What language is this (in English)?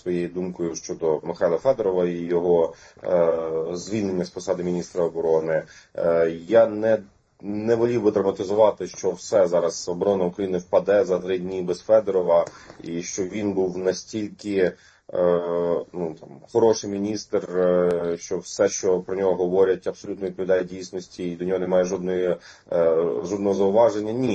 Ukrainian